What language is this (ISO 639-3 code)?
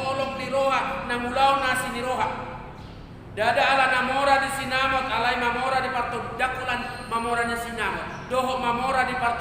bbc